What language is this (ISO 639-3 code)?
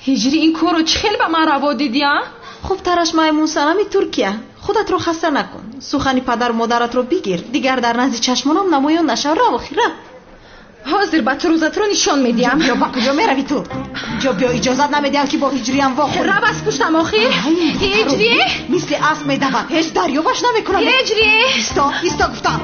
tgk